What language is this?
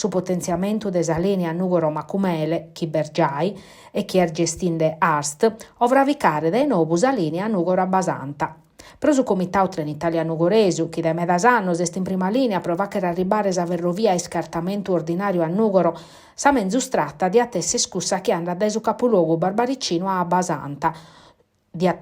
Sardinian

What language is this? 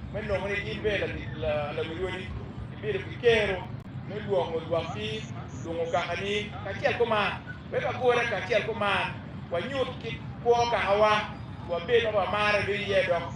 Acoli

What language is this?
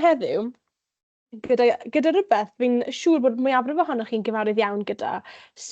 Welsh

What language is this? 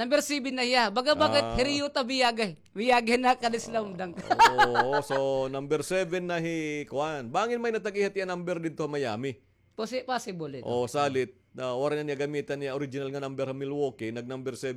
Waray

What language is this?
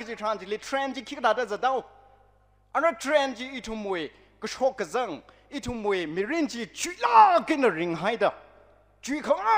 Tangkhul Naga (India)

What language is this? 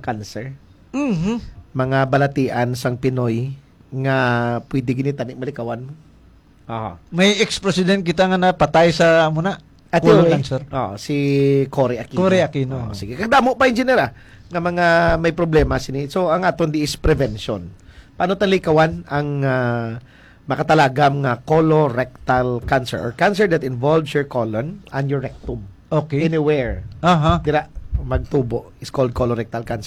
Hiligaynon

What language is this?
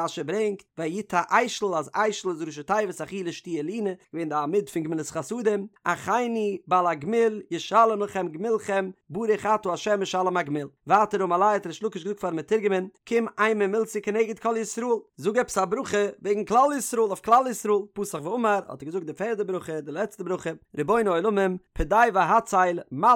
Yiddish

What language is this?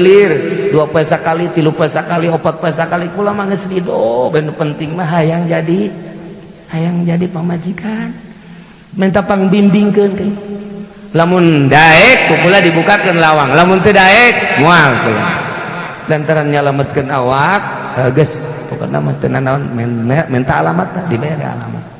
Sundanese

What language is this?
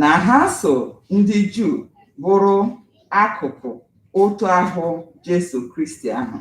Igbo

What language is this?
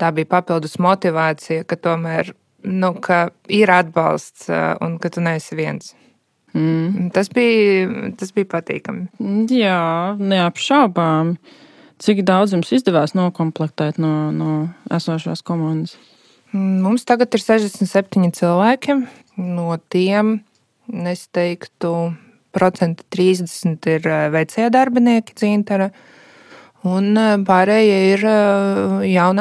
Latvian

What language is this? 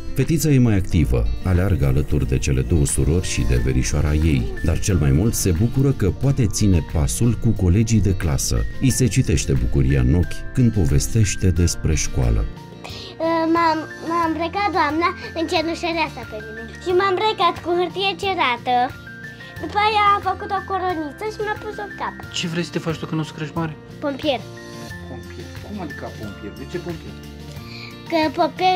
Romanian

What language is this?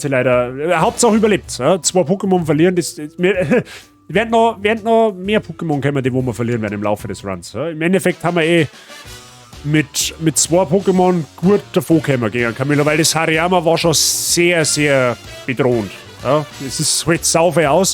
Bavarian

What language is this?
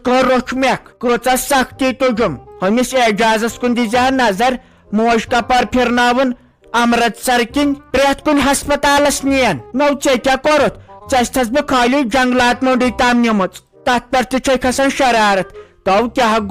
Kashmiri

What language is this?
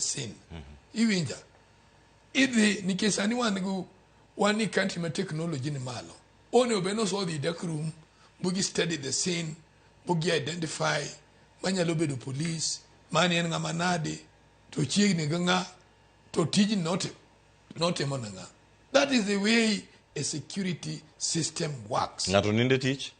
Luo (Kenya and Tanzania)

